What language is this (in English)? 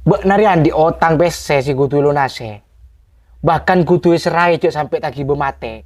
Madurese